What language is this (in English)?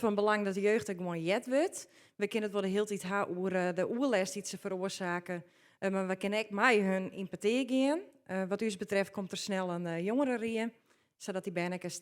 Western Frisian